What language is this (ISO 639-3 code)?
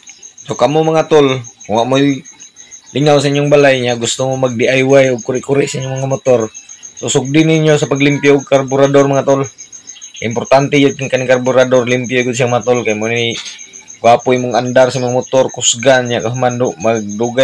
ceb